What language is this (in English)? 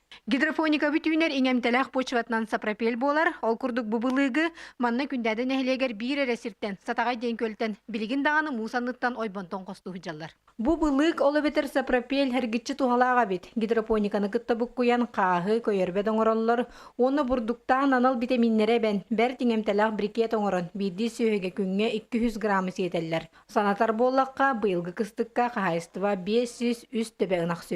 Yakut